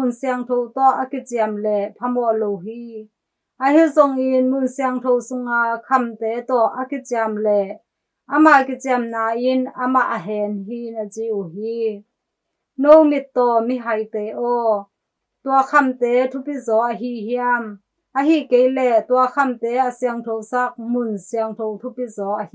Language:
Tedim Chin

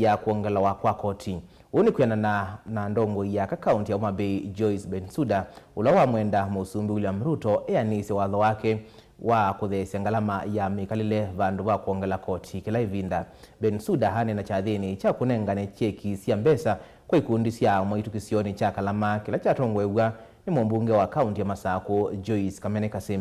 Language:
Kamba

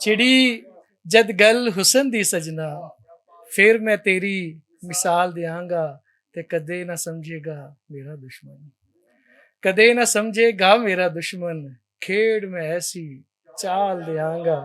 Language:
Western Panjabi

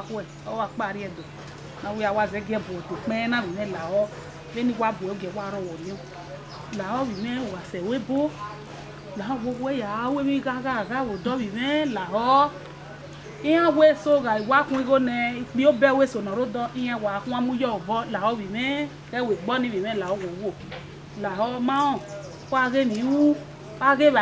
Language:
Bini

